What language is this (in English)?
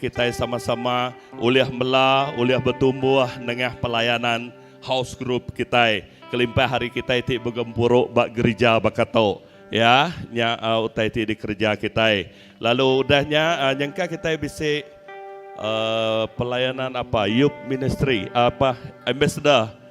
Iban